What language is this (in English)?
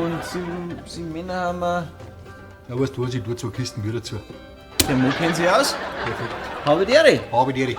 Bavarian